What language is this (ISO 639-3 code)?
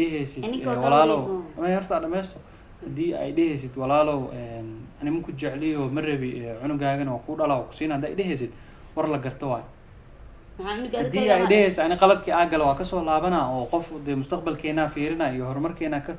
som